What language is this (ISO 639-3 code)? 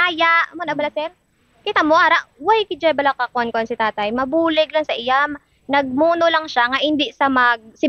hil